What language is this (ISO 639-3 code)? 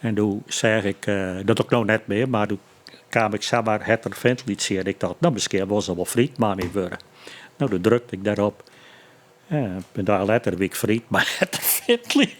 fry